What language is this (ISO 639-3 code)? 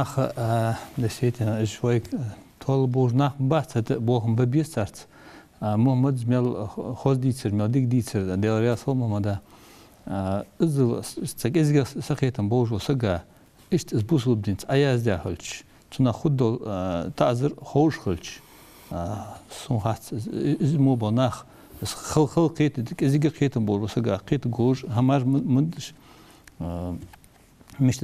inh